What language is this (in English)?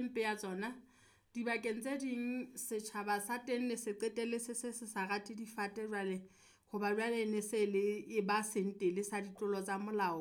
Southern Sotho